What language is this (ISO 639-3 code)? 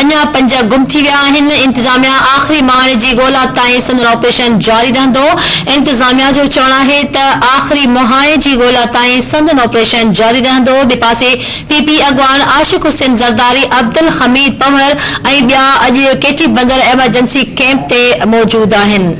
snd